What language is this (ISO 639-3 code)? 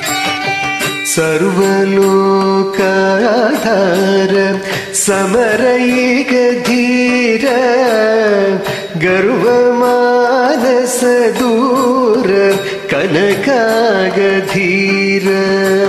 tel